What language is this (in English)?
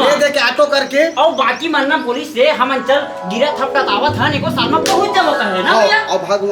Chhattisgarhi